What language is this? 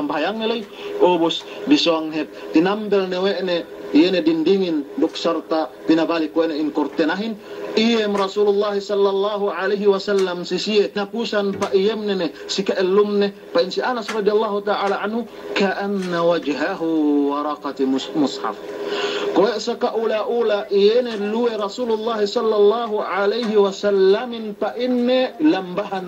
Yakan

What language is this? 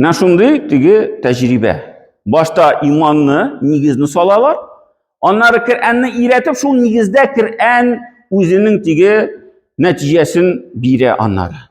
Tatar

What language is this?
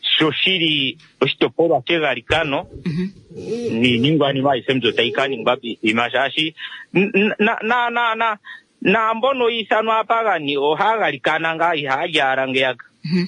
Kuanyama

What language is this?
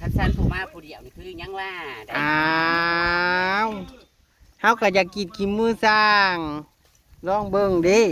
Northeastern Thai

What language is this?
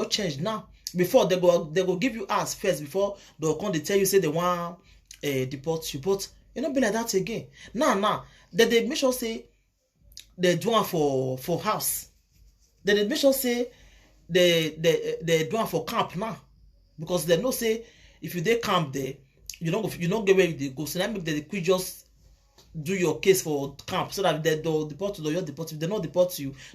Nigerian Pidgin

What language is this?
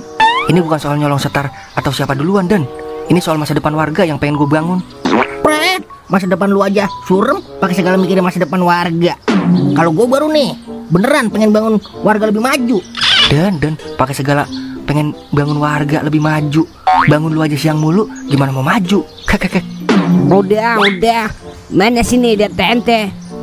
Betawi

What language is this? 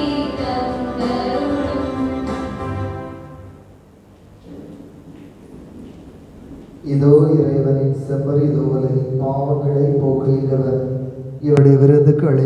Tamil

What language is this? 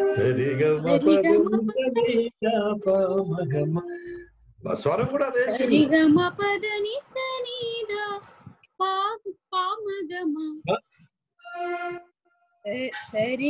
Telugu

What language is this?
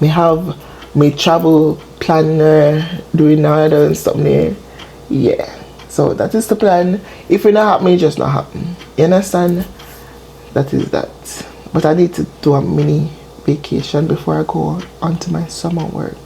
Jamaican Creole English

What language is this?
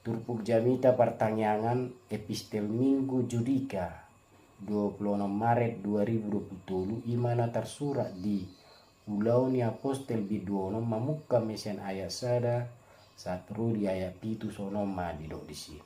Batak Toba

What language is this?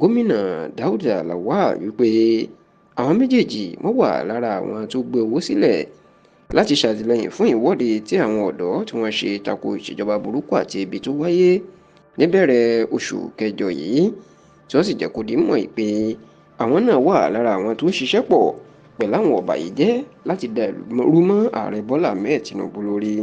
Yoruba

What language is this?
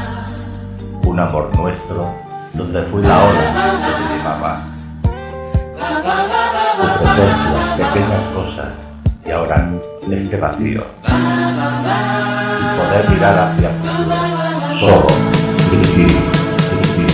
Spanish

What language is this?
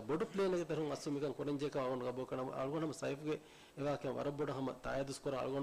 Divehi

